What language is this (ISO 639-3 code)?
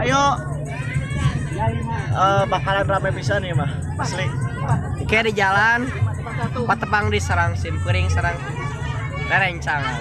sun